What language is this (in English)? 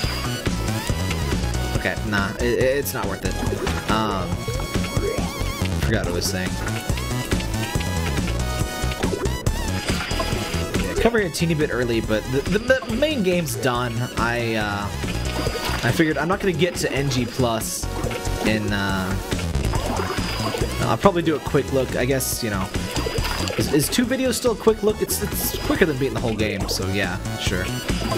English